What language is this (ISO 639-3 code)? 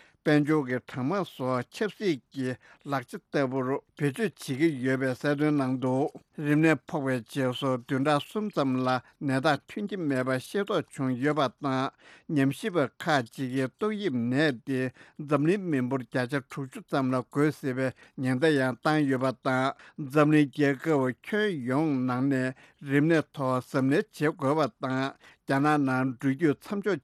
bod